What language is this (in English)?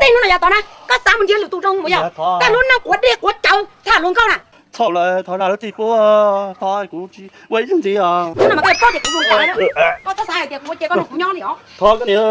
Hmong